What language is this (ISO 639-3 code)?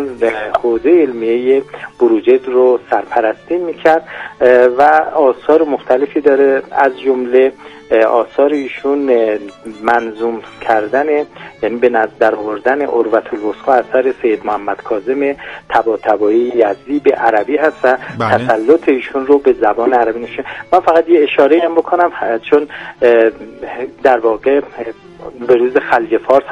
fas